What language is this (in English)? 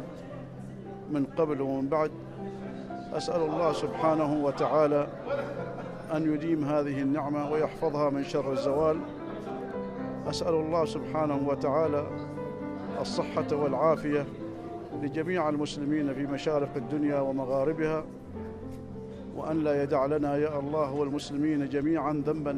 Arabic